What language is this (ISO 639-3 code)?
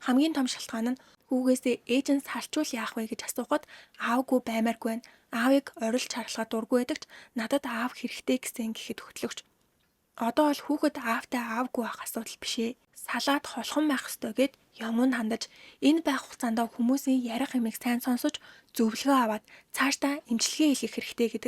mon